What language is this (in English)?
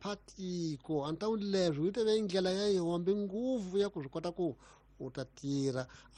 Tsonga